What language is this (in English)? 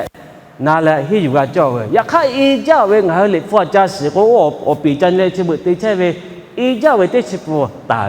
Lahu